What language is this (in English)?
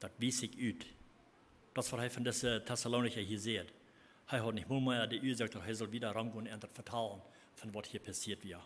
Plautdietsch